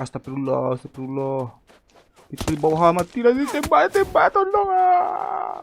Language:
Minangkabau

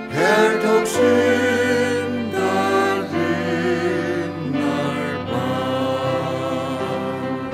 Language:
Faroese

